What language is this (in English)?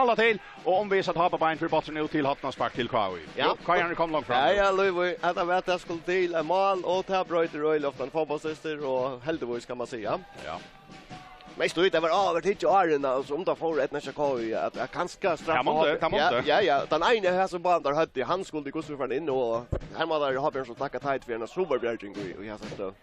Faroese